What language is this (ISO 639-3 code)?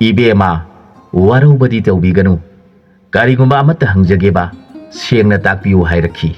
mni